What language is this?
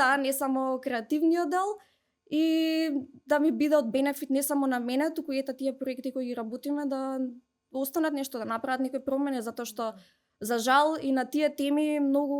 Macedonian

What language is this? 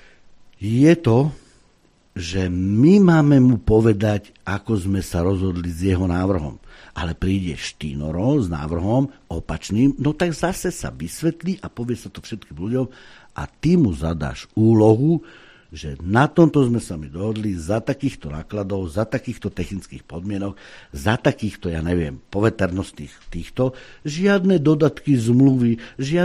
Slovak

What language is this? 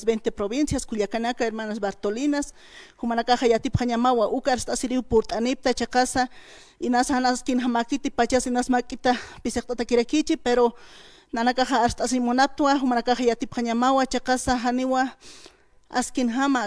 Aymara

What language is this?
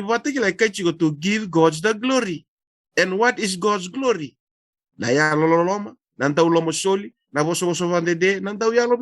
Fijian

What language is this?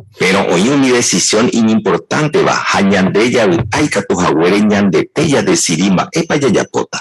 Guarani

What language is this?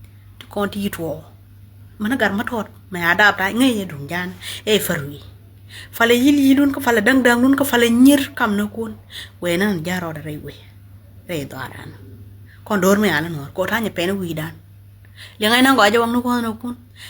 Nuer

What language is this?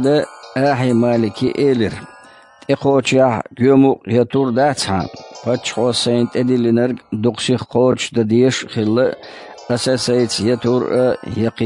Chechen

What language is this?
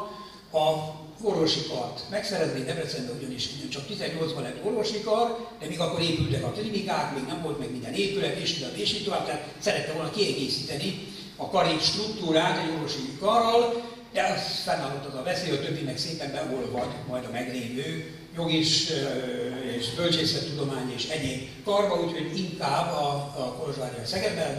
Hungarian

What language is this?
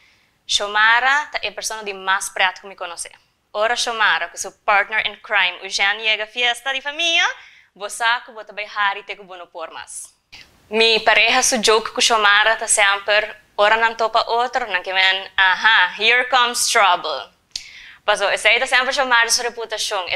Papiamento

